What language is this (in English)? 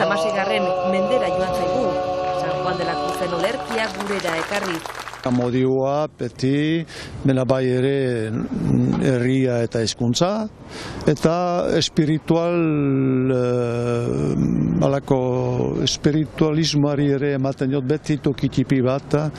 Basque